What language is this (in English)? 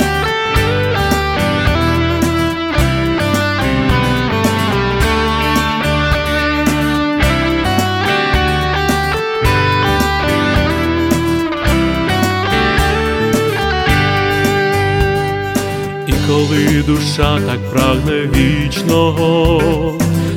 Ukrainian